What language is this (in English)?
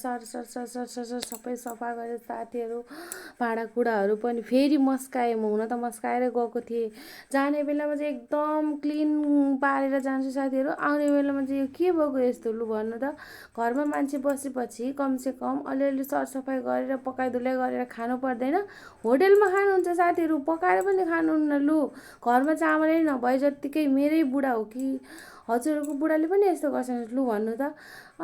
Nepali